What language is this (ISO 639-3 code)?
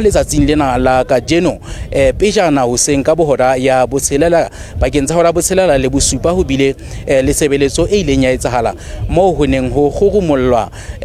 sot